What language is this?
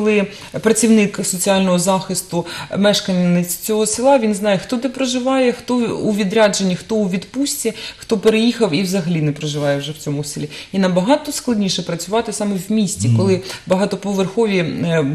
Ukrainian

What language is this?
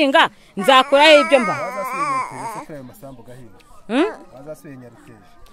Kinyarwanda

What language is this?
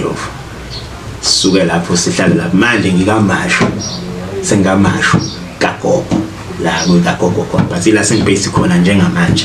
Zulu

